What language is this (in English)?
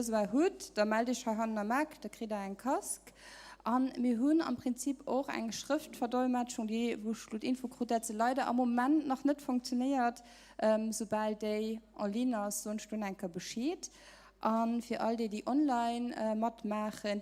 Luxembourgish